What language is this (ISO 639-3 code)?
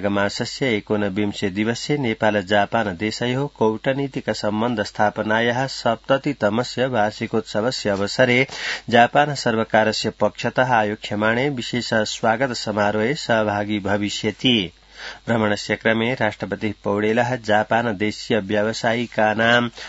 san